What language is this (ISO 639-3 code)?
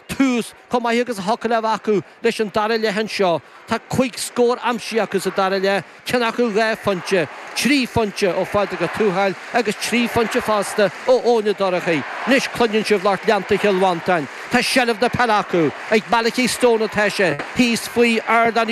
gle